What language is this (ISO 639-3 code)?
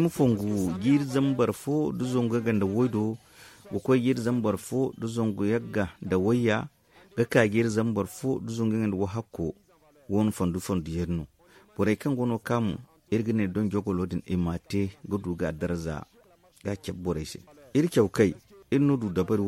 dje